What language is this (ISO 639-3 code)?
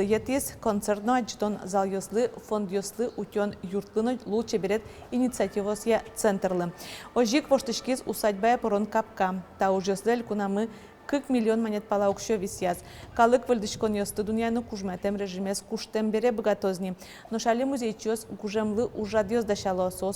udm